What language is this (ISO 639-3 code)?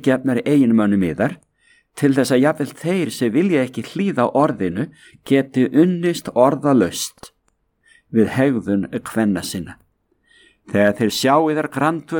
isl